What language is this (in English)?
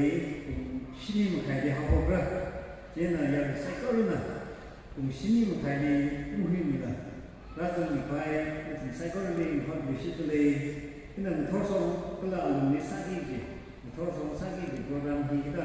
Tangkhul Naga (India)